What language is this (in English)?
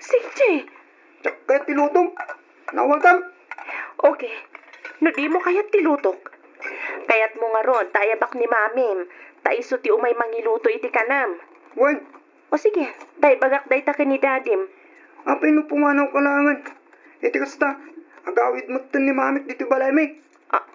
Iloko